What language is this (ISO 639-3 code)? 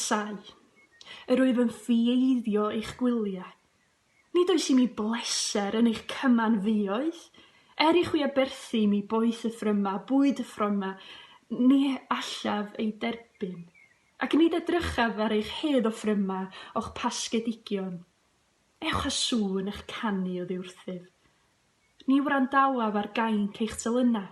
cym